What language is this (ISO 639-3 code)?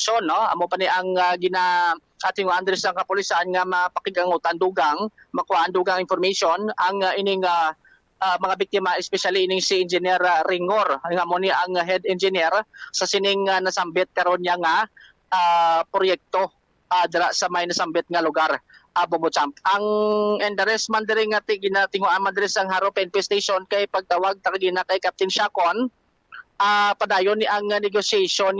hil